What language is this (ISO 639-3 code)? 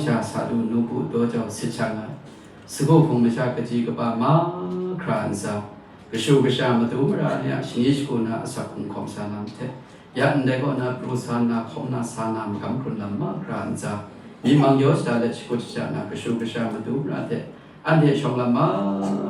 kac